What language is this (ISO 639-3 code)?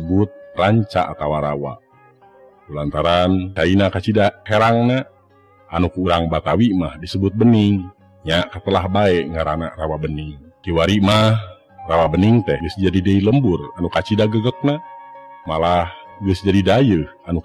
sun